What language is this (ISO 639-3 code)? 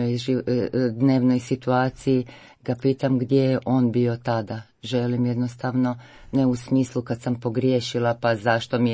hrv